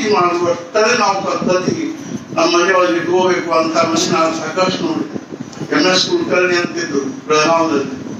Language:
Kannada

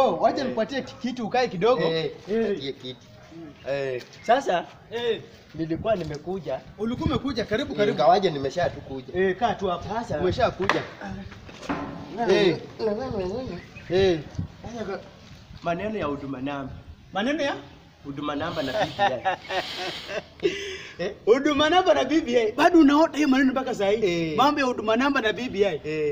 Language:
Swahili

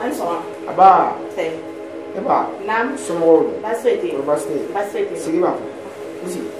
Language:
Bambara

